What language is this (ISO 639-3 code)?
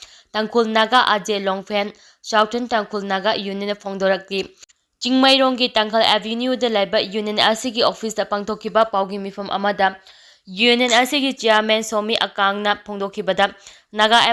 mni